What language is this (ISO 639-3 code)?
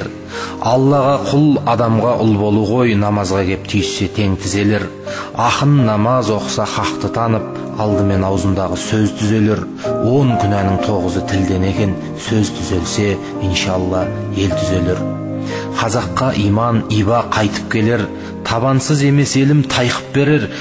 kaz